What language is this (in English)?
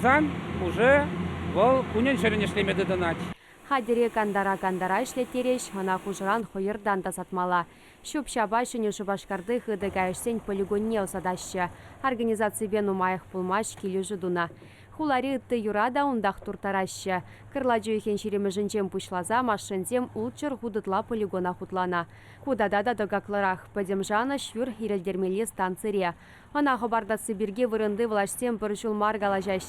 Chuvash